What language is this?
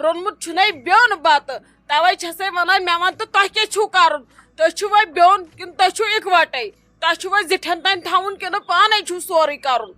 Kashmiri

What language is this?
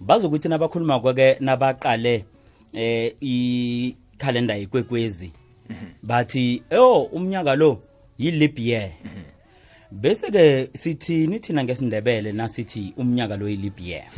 South Ndebele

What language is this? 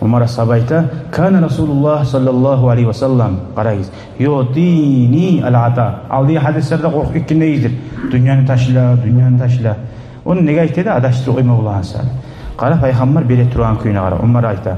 Kumyk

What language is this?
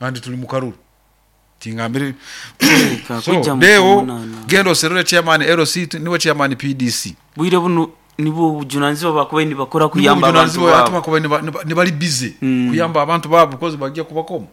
Nyoro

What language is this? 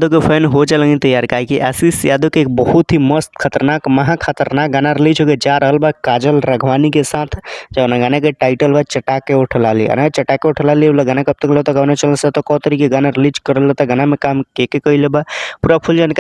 Bhojpuri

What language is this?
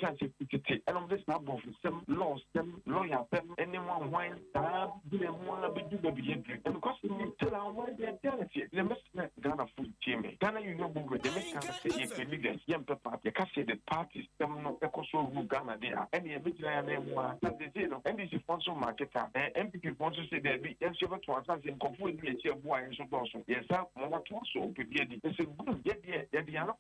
Akan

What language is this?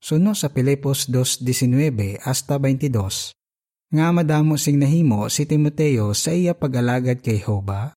Hiligaynon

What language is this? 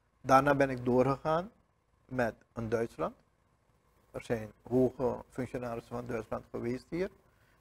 Dutch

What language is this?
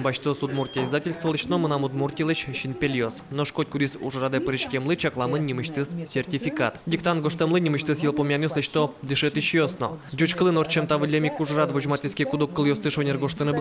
Udmurt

